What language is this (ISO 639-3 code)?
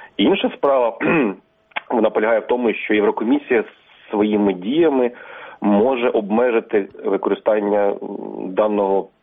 ukr